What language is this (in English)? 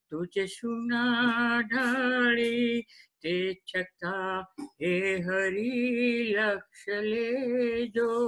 Gujarati